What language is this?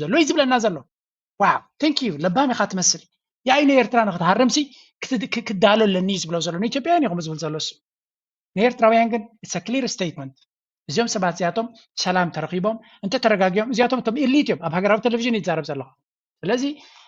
Tigrinya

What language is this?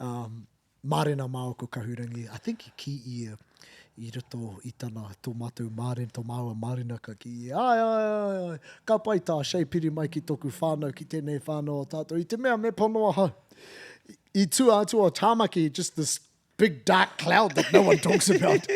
Māori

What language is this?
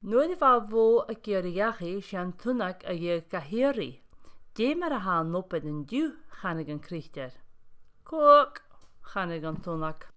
Scottish Gaelic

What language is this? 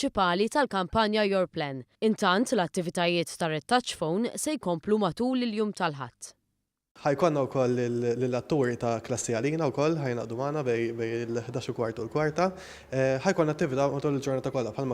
Maltese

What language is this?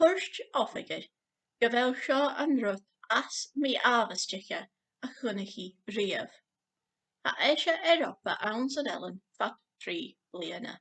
Scottish Gaelic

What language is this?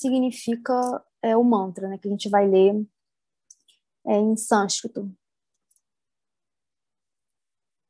Portuguese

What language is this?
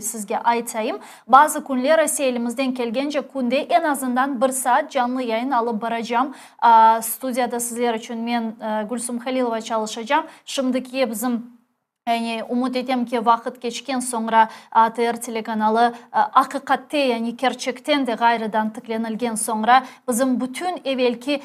Crimean Tatar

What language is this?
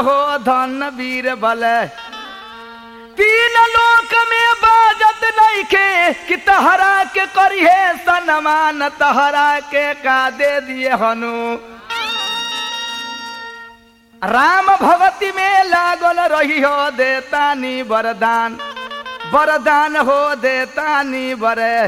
Bhojpuri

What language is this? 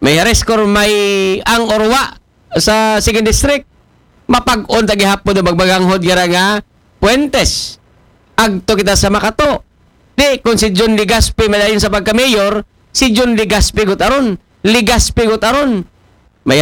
Aklanon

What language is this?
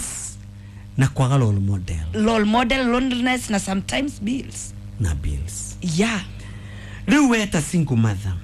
Kikuyu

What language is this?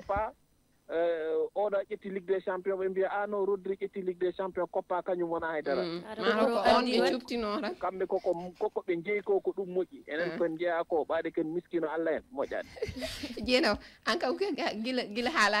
Fula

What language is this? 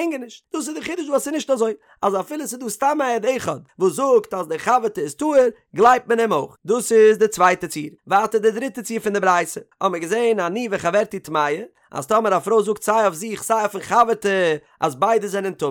Yiddish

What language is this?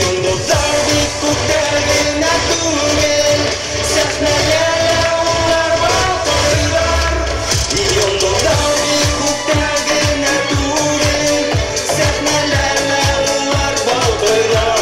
Bashkir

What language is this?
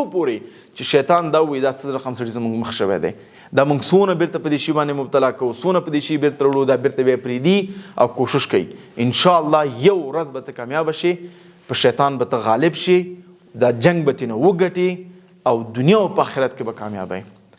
Pashto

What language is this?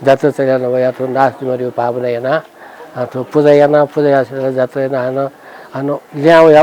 Newari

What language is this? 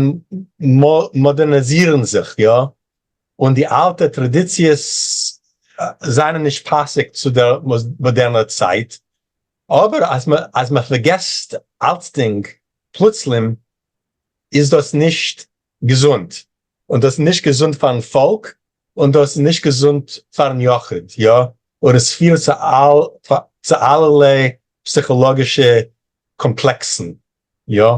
Yiddish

